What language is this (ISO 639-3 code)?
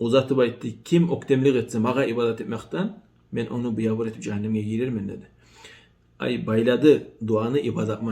kum